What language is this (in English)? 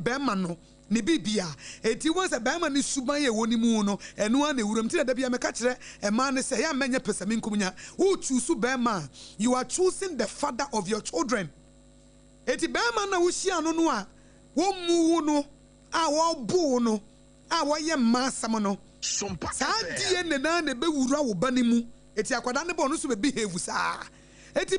Akan